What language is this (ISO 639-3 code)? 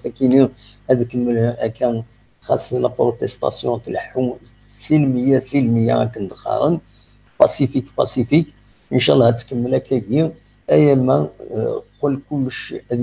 kab